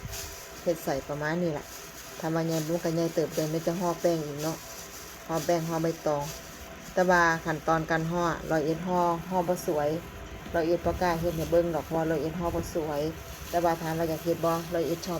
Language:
Northeastern Thai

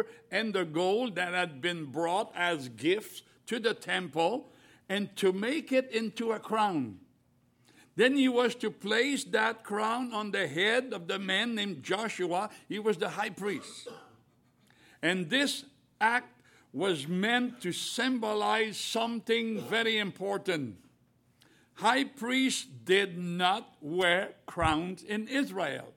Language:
English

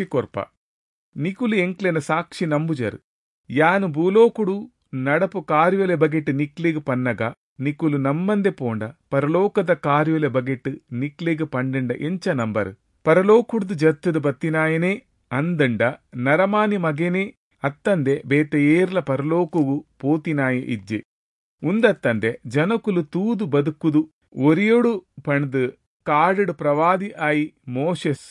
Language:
Tulu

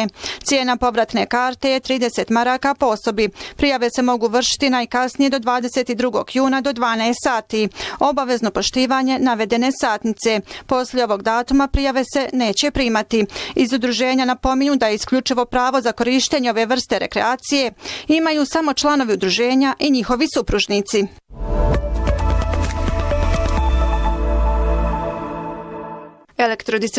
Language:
Bosnian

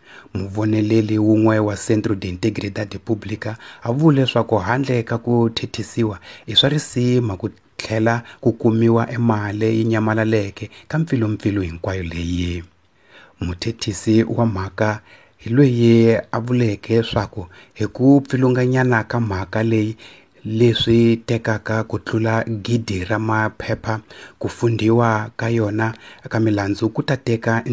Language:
Tsonga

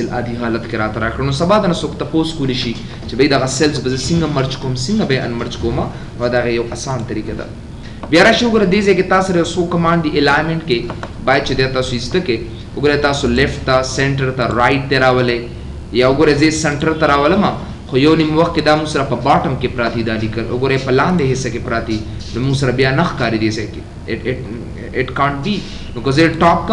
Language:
Pashto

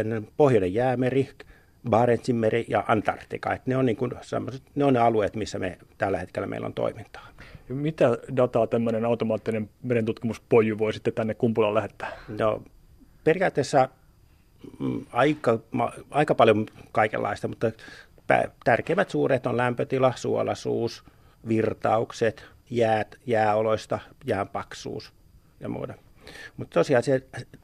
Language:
Finnish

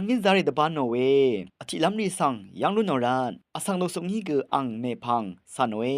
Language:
Rawang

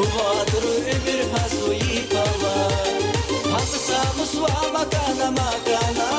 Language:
Tabassaran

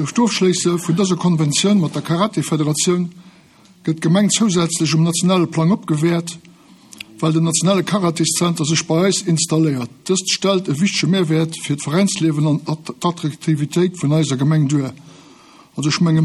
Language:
Luxembourgish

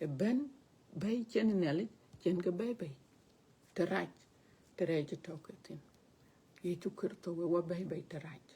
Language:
Dinka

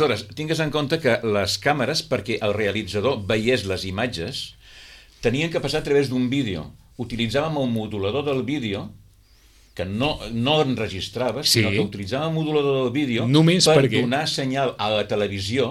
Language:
Catalan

